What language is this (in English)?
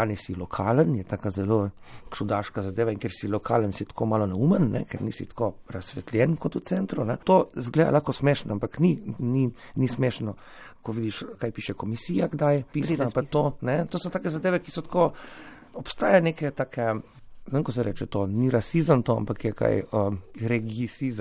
Slovenian